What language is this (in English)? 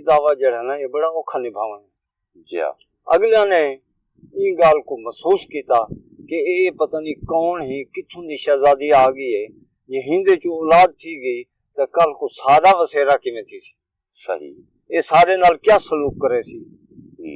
Saraiki